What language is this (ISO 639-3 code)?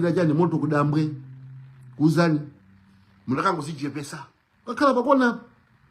nya